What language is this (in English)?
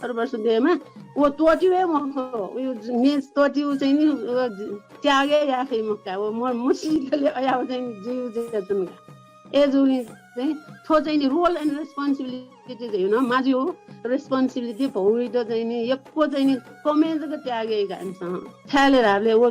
Newari